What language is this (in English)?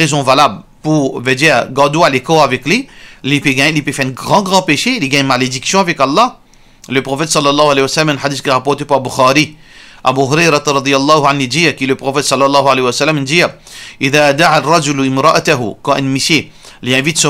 Morisyen